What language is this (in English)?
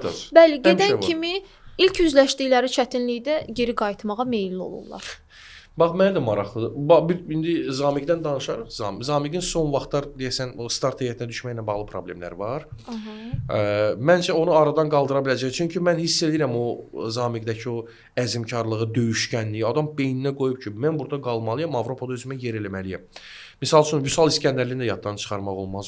Azerbaijani